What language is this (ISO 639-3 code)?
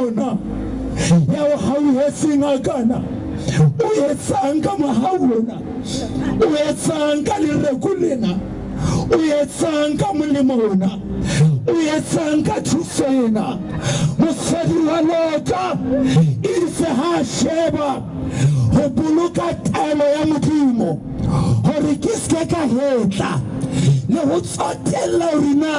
sot